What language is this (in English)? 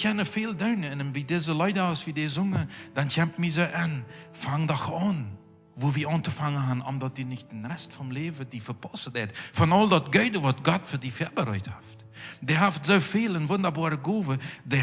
Plautdietsch